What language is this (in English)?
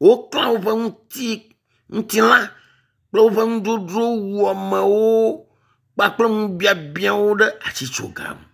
Ewe